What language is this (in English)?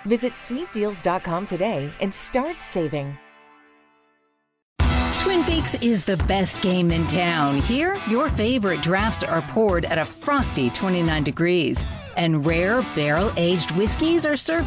English